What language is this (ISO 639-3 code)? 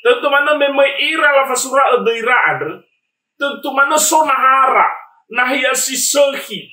nia